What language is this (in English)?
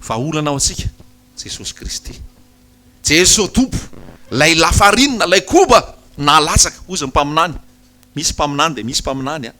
Malagasy